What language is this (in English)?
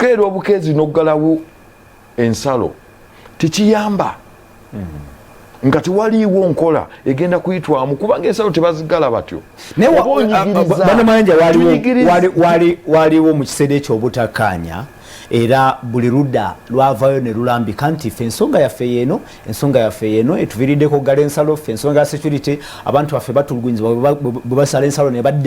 Ganda